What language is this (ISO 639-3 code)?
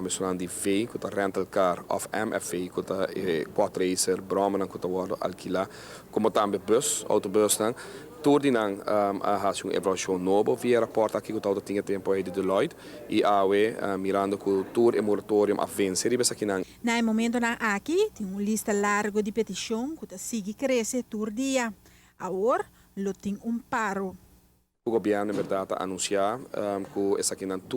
pap